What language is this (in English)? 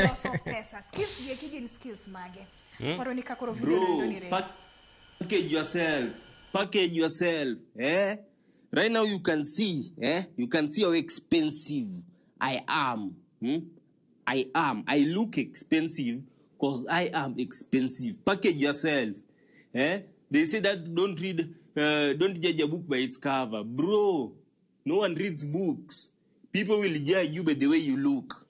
Luo (Kenya and Tanzania)